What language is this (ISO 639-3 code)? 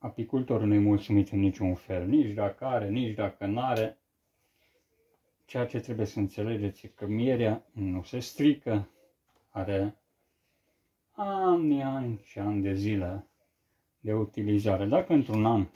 ron